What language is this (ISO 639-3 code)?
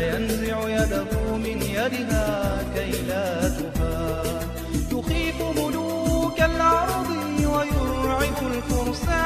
ara